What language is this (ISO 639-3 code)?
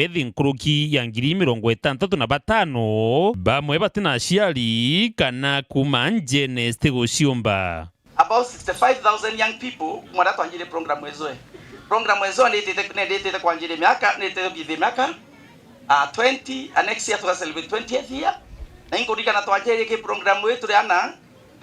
mer